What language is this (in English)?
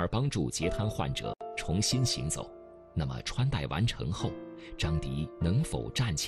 Chinese